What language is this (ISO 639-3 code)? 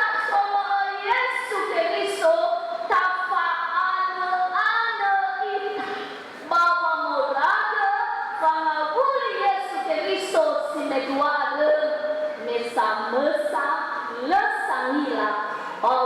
nia